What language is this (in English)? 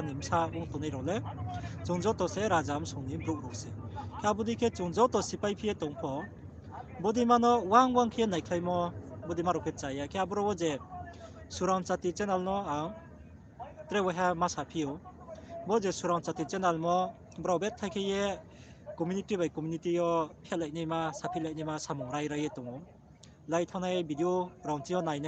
Riang (India)